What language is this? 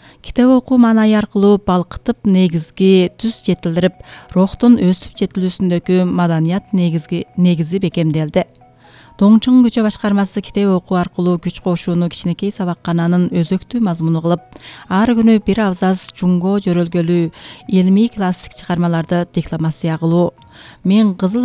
Kyrgyz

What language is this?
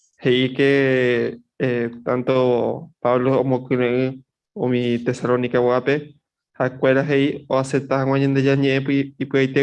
Guarani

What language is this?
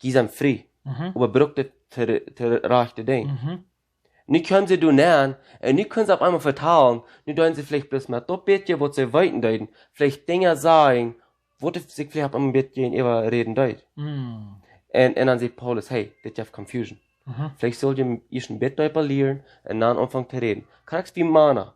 Plautdietsch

